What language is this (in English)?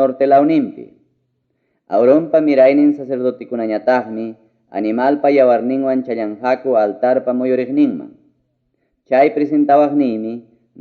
Ayacucho Quechua